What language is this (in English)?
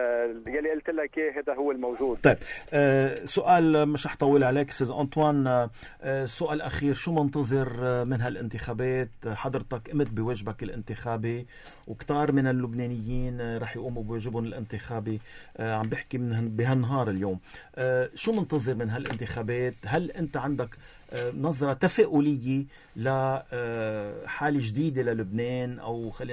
North Levantine Arabic